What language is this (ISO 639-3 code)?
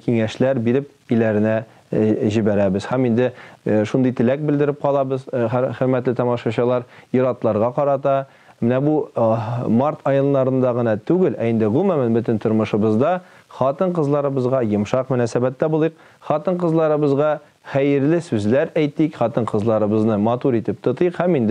tat